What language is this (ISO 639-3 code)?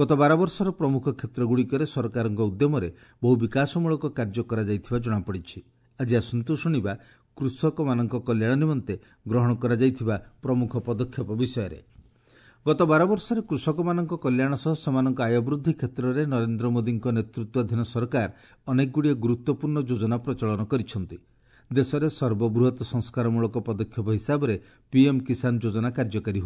ori